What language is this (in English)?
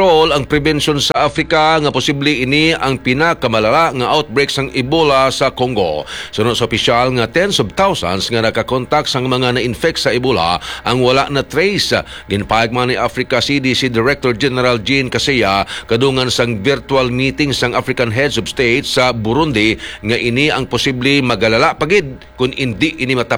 Hiligaynon